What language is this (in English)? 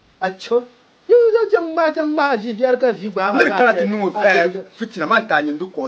Dagbani